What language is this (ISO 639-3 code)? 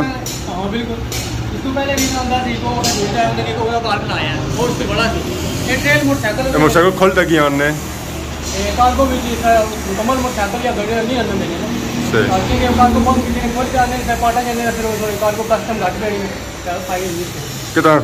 phr